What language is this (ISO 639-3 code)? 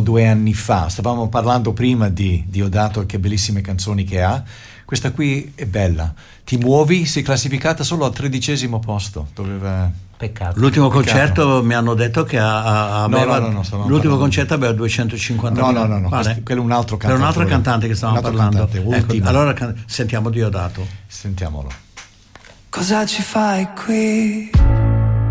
ita